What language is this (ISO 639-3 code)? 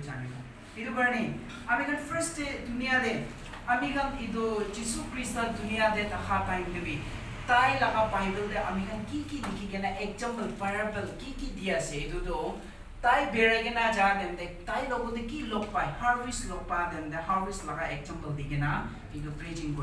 nag